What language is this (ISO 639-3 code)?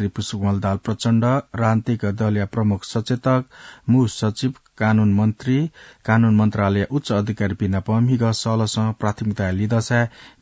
new